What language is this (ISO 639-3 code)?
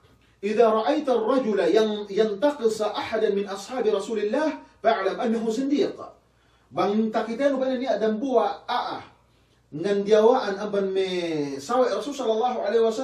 yka